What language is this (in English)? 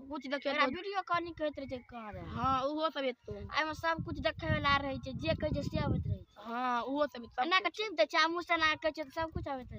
Maithili